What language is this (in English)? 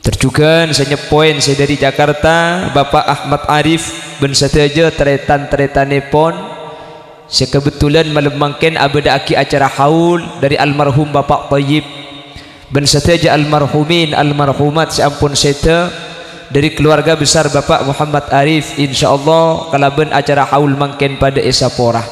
Madurese